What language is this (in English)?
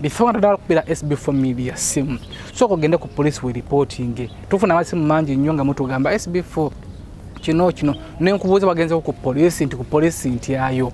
Ganda